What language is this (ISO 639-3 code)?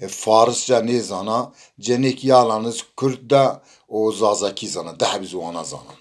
zza